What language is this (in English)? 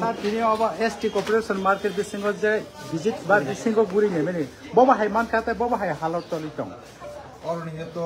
Kok Borok